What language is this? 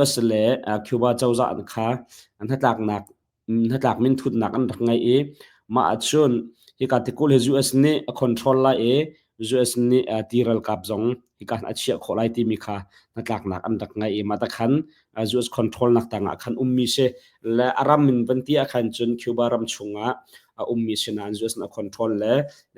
Hakha Chin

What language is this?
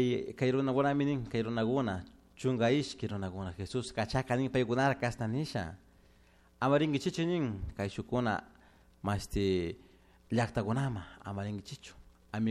Chimborazo Highland Quichua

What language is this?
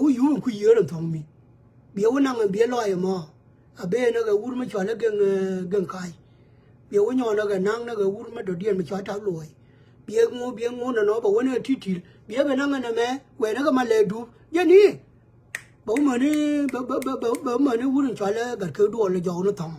Nuer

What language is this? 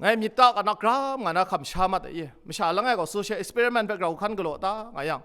Kachin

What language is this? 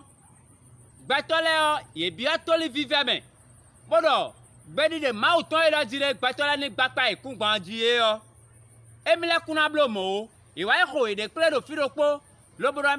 Fon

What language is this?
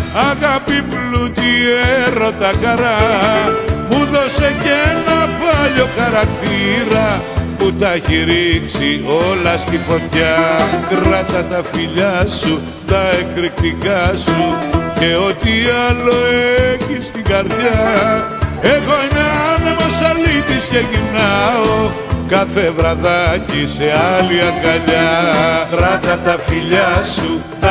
Greek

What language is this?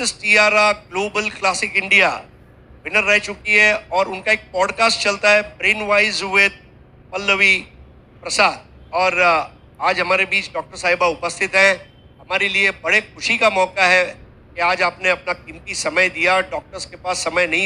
Hindi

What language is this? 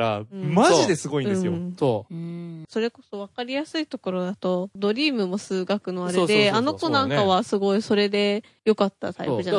Japanese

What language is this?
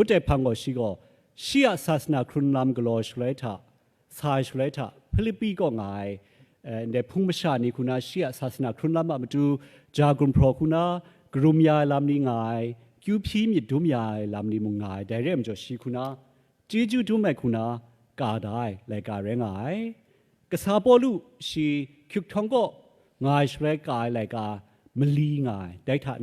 Kachin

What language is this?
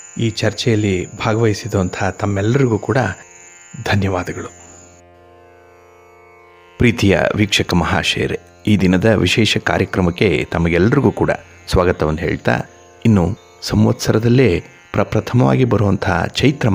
Kannada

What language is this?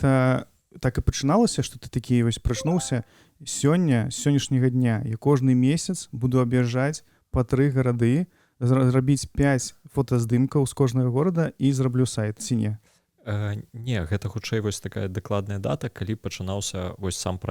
Belarusian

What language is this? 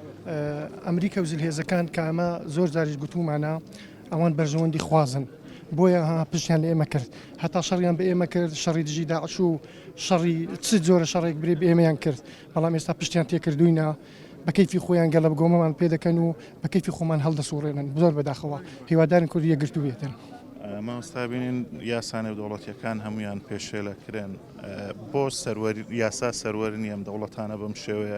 Central Kurdish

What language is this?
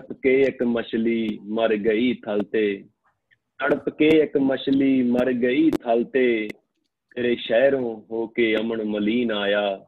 Punjabi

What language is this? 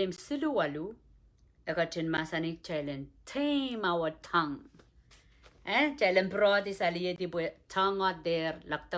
Pohnpeian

